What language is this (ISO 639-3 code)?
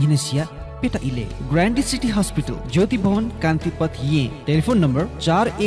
new